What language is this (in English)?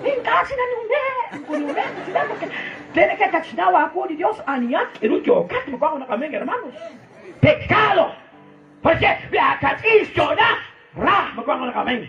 Kekchí